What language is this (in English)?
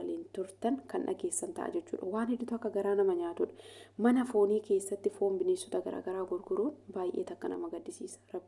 Oromo